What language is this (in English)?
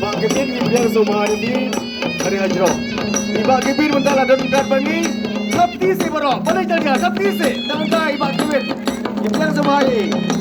Khasi